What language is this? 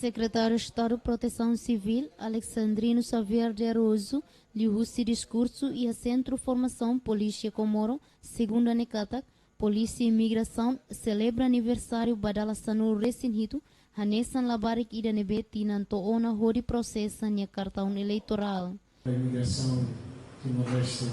Tetum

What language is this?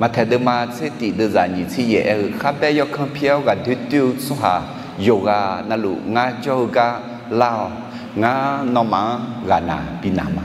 Akha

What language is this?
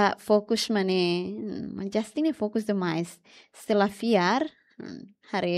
Tetum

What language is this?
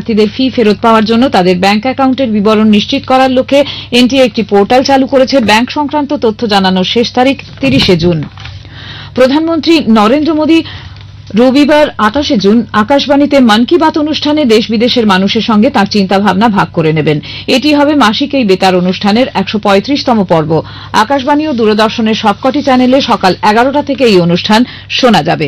Bangla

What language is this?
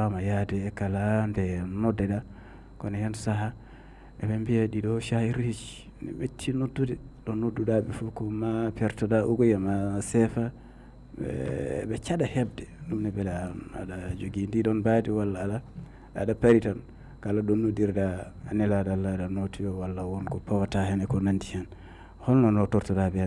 Fula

